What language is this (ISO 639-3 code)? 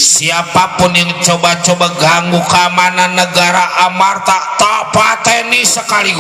bew